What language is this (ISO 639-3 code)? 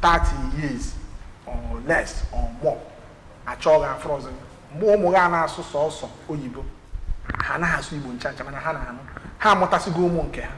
ibo